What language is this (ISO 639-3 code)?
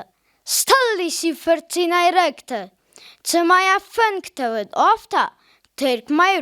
oss